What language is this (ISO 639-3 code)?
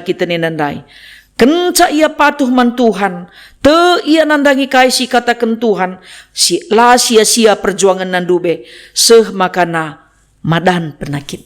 btx